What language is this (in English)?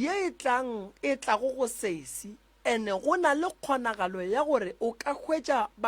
Northern Sotho